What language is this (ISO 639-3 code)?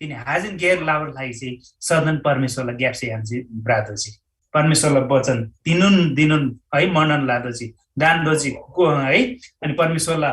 taj